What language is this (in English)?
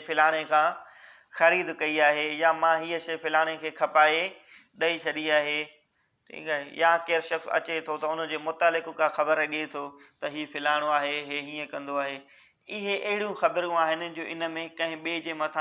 Sindhi